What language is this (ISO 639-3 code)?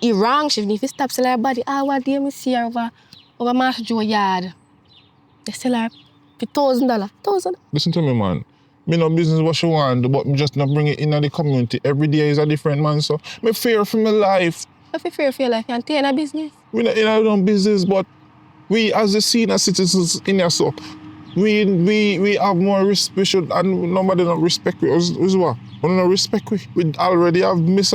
jam